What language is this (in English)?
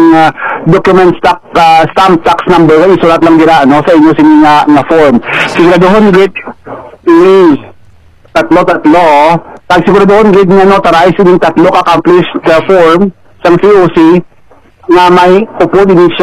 Hiligaynon